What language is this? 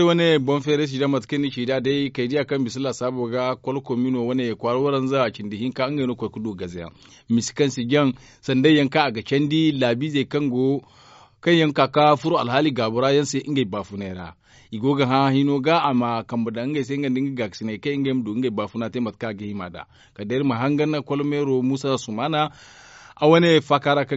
Zarma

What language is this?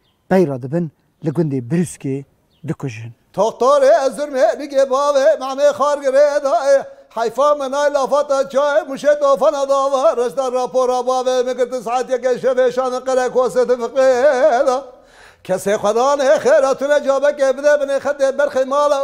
Kurdish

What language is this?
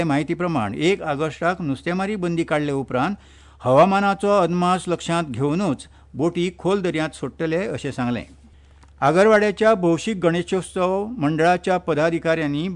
Konkani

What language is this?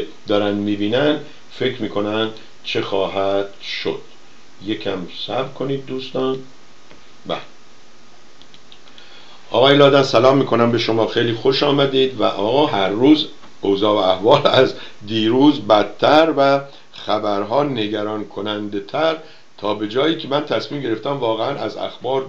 Persian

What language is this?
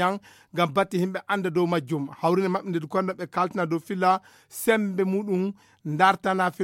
Fula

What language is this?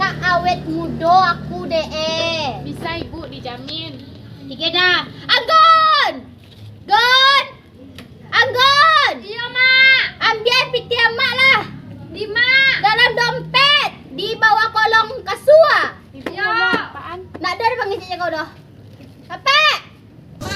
Minangkabau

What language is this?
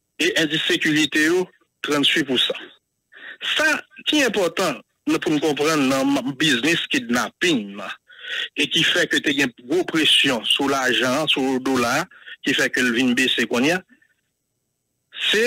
French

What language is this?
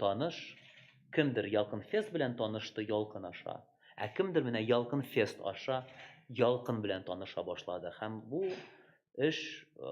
Tatar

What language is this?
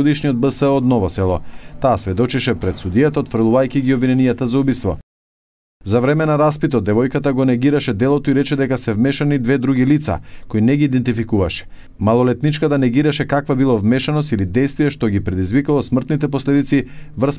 Macedonian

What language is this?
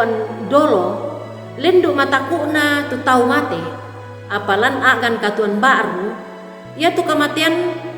Toraja-Sa'dan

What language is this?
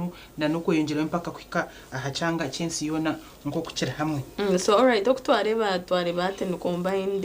Nyankole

